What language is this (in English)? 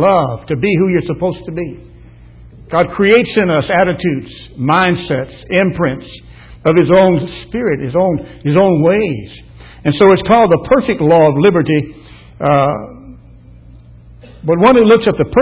English